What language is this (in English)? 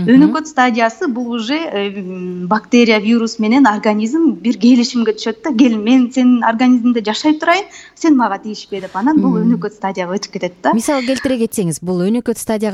Kyrgyz